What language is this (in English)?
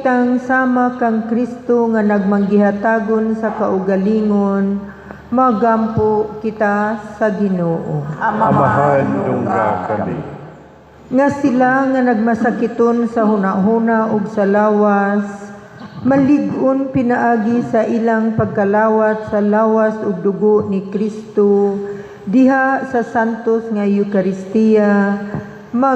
Cebuano